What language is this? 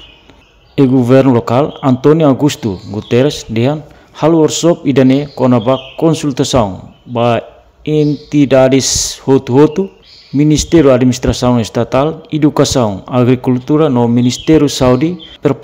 Tetum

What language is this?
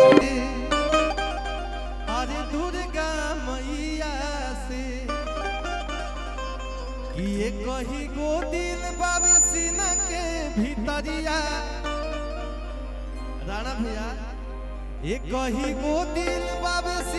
Bhojpuri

